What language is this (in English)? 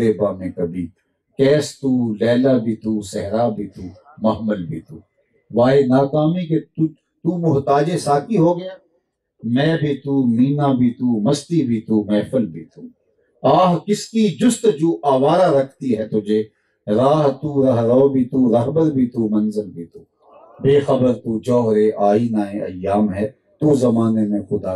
Urdu